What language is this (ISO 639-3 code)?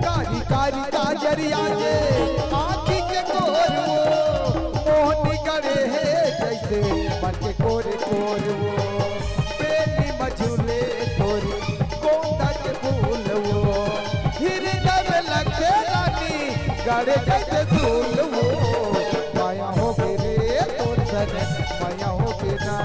hne